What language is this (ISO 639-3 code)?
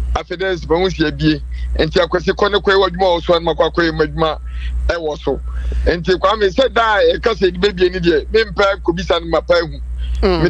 aka